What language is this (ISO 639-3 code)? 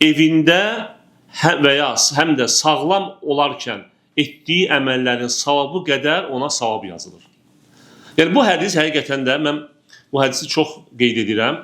aze